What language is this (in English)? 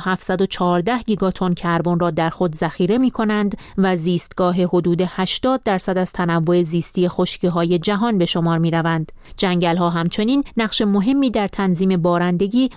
Persian